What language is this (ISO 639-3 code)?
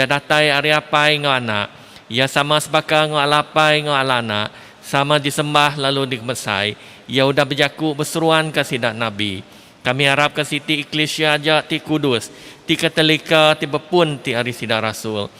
iba